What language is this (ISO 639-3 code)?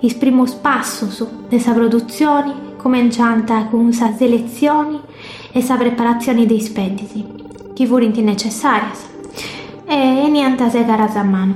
srd